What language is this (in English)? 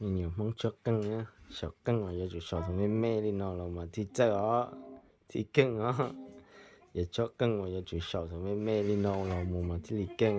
Hmong